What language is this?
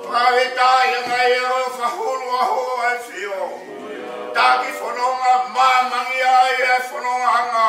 Tongan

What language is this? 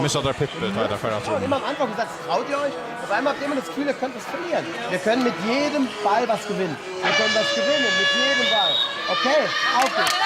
Faroese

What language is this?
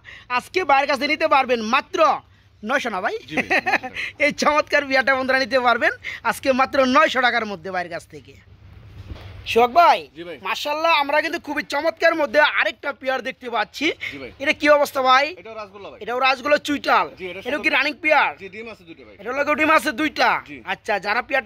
Bangla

